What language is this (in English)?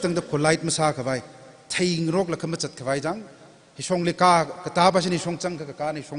Tangkhul Naga (India)